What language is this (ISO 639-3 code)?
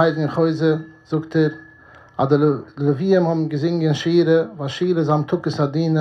yid